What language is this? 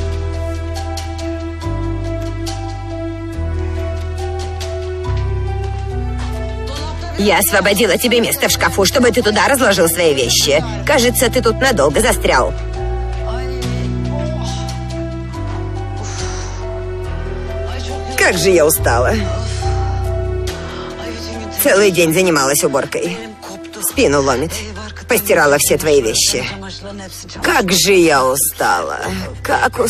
Russian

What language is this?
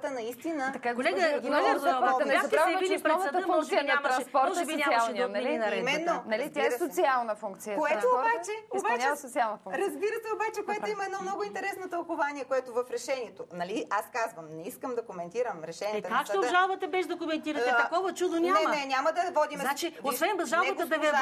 Bulgarian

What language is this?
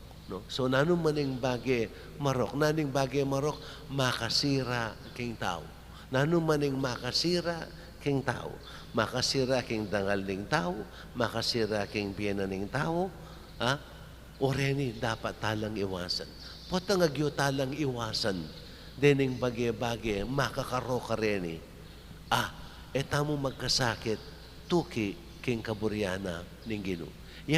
Pampanga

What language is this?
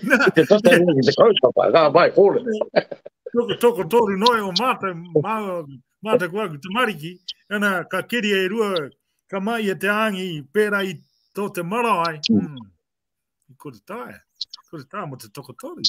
Māori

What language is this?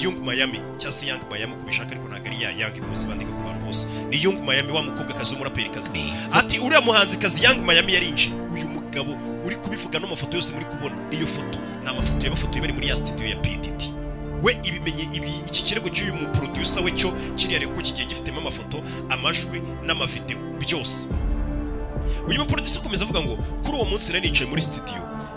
Kinyarwanda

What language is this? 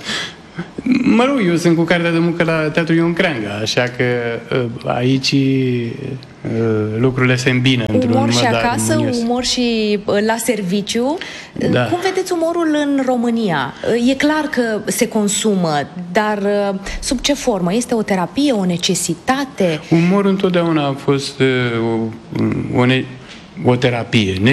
Romanian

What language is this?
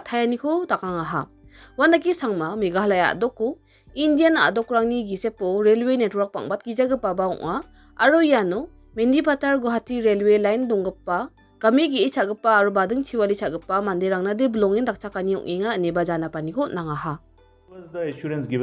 Garo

